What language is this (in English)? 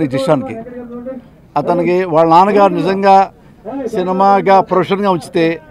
Telugu